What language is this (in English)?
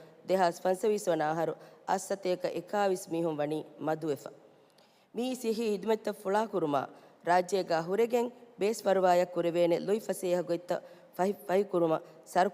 Divehi